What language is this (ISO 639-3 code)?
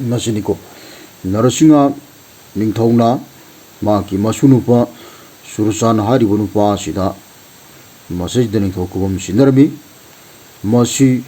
mni